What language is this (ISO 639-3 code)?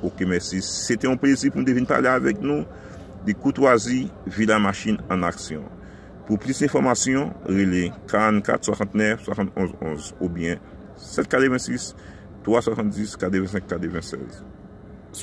hat